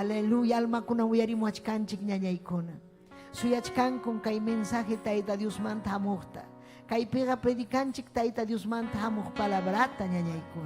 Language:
Ayacucho Quechua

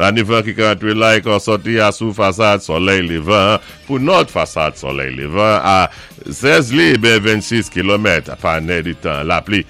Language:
Saint Lucian Creole French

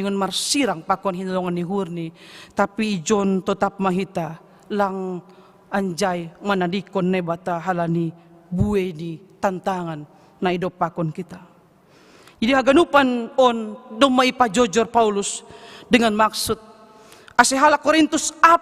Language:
Batak Simalungun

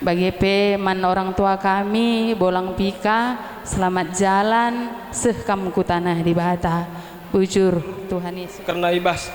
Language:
Batak Karo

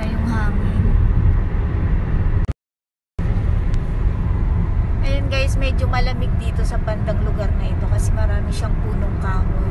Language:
Filipino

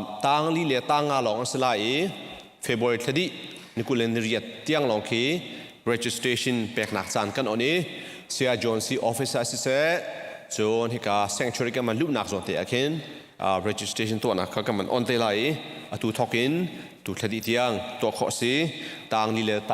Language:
Hakha Chin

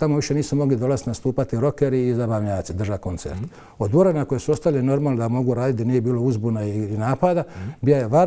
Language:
Croatian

